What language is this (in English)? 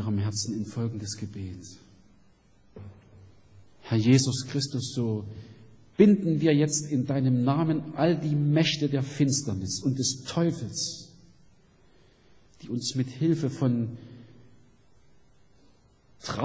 German